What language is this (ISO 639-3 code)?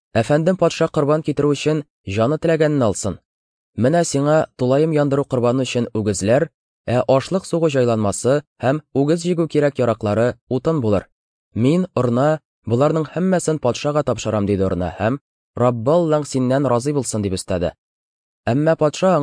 tat